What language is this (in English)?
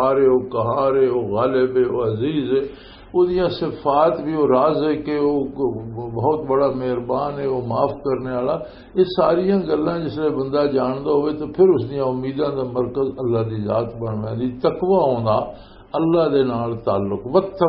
Western Panjabi